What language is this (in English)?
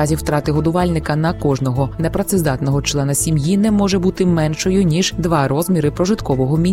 Ukrainian